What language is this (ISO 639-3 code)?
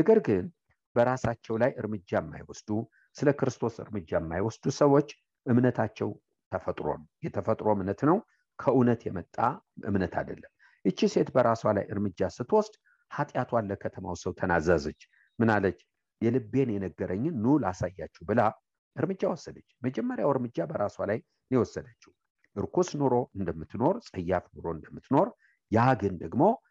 amh